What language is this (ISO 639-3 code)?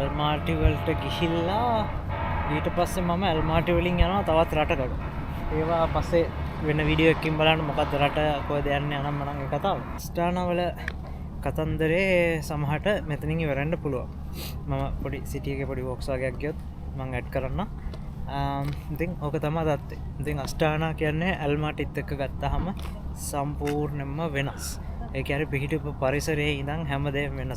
sin